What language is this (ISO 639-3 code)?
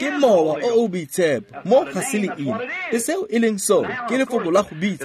tsn